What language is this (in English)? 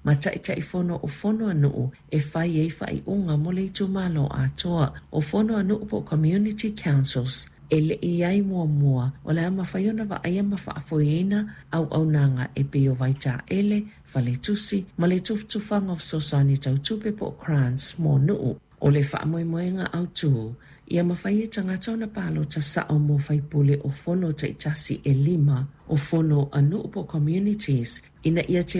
Samoan